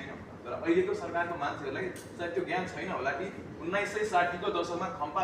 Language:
Nepali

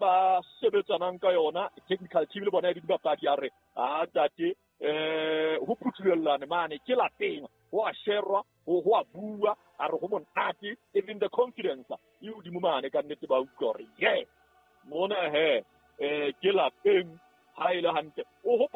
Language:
Southern Sotho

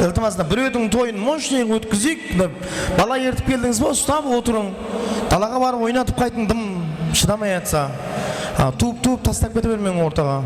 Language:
Kara-Kalpak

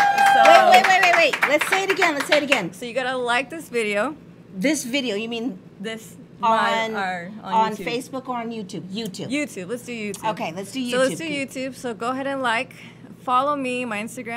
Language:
English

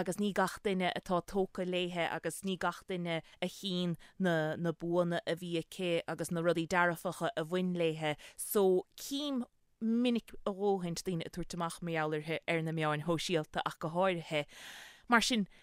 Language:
Irish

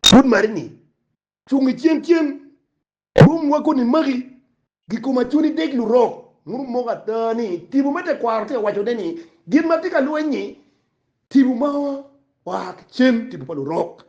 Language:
Acoli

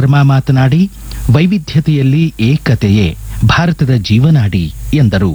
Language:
Kannada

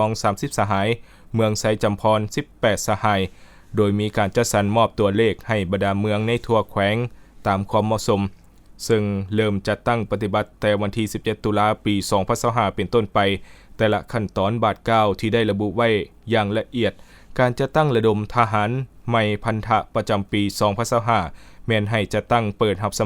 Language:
Lao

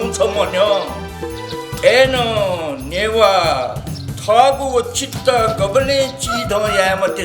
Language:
Newari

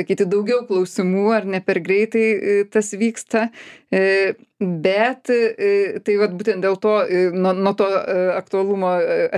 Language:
Lithuanian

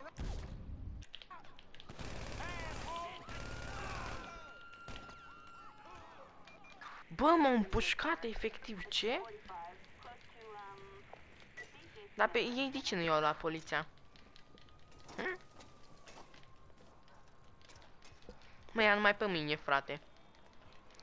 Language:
Romanian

